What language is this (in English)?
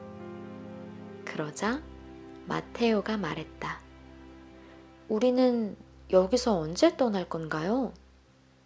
Korean